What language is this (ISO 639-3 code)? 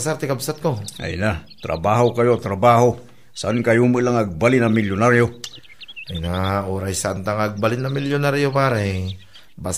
ilo